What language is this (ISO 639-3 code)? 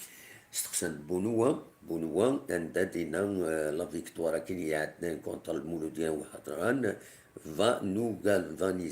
kab